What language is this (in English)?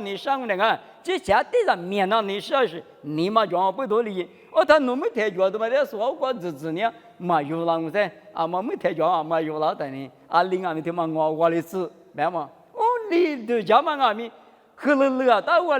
Lisu